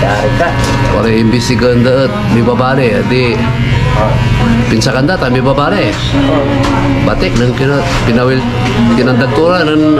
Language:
Pangasinan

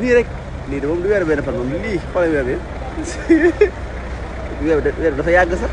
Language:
Wolof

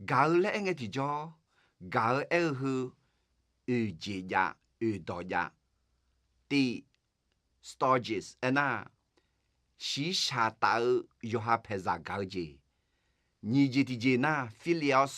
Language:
Akha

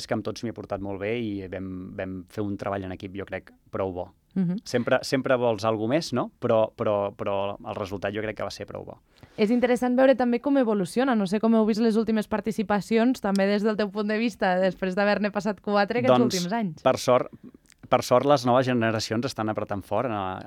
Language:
Catalan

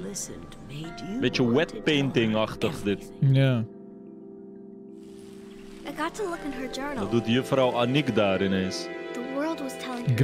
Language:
Dutch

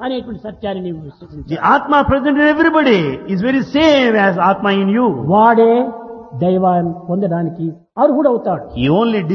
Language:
Telugu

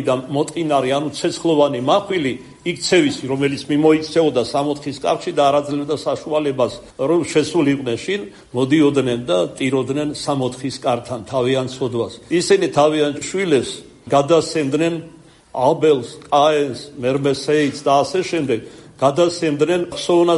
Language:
Georgian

